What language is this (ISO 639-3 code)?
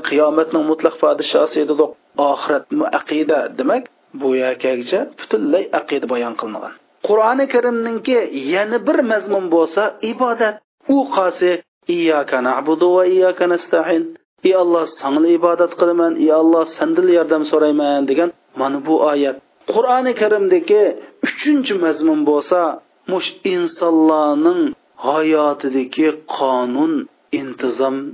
uig